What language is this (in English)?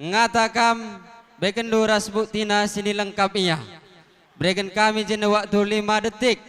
Batak Karo